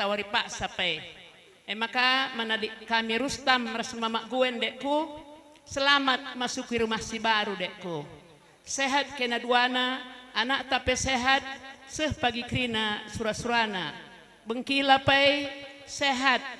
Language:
Batak Karo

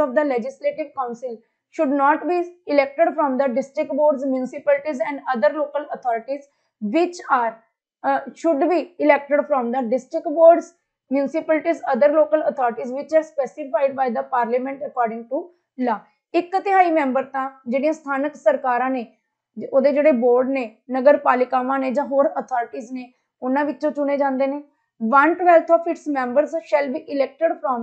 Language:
Punjabi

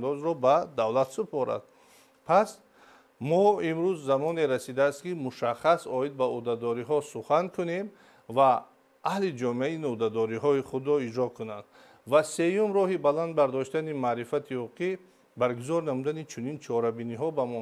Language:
Tajik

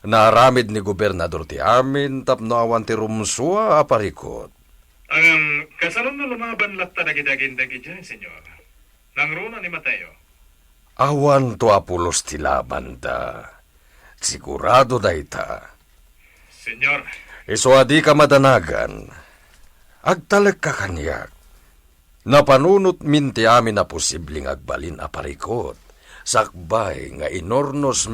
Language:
Iloko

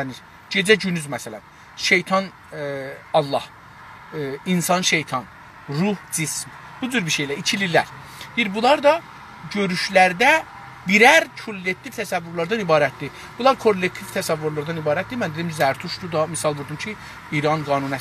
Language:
South Azerbaijani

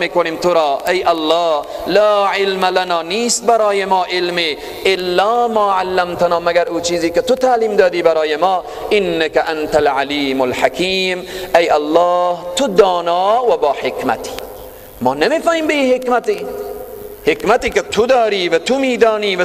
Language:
Persian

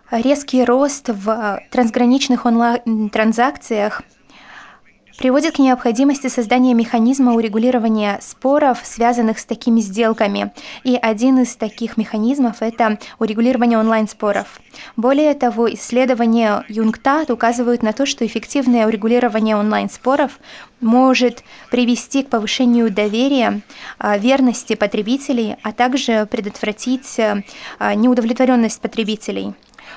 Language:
Russian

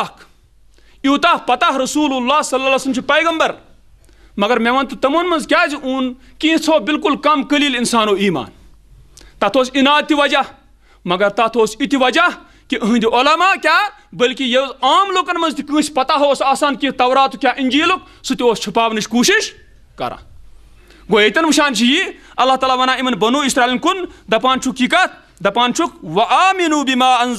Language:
Kashmiri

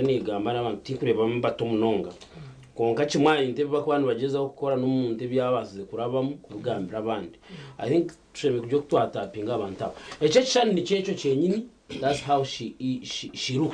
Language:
Nyankole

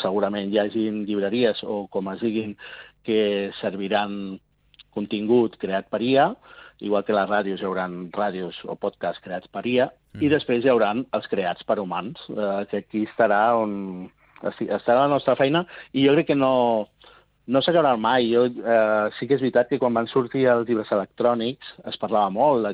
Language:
Catalan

